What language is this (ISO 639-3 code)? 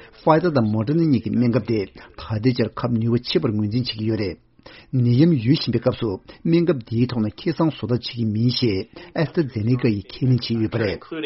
bod